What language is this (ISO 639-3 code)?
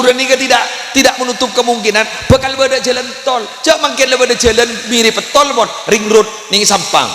mad